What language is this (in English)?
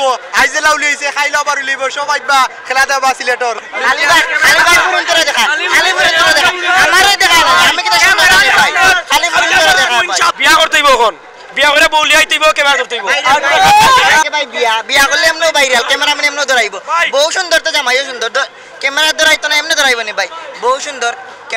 Sylheti